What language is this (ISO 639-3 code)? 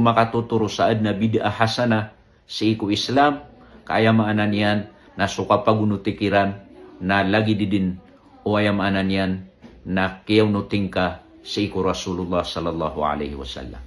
mrw